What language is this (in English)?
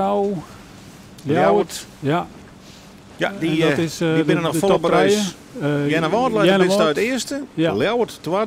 Western Frisian